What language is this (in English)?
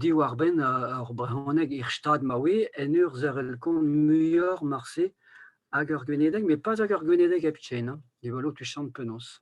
Breton